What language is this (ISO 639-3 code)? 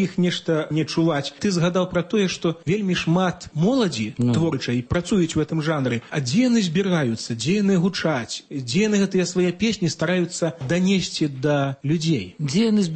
bel